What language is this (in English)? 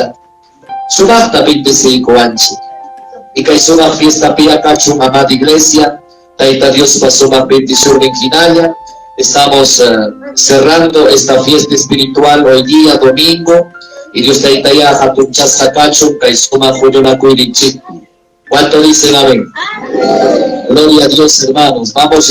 Ayacucho Quechua